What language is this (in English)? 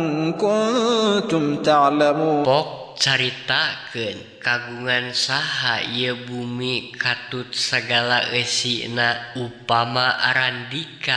Sundanese